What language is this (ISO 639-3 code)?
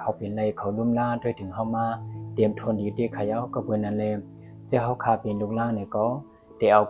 shn